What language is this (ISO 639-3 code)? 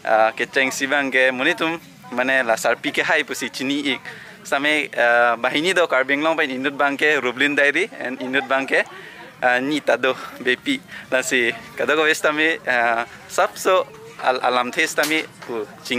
mjw